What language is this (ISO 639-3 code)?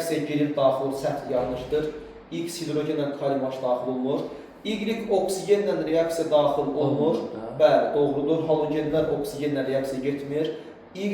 aze